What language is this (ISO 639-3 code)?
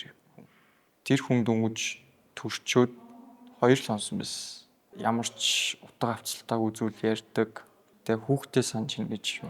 mon